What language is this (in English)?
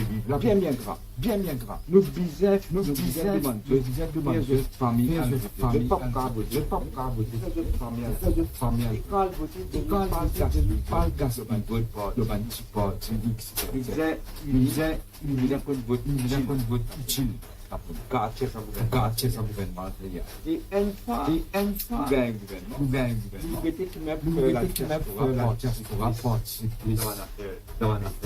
Morisyen